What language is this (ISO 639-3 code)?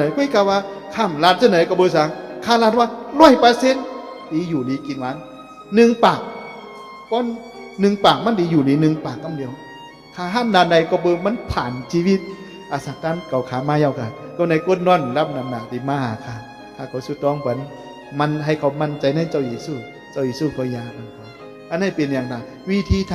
shn